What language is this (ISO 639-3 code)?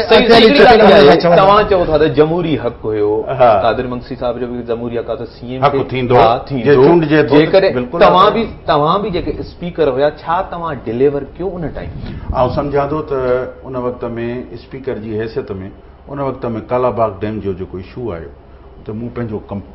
snd